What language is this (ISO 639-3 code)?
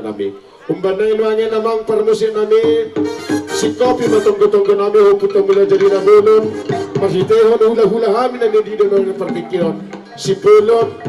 bbc